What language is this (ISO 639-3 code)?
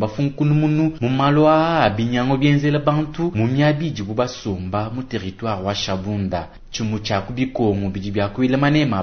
lua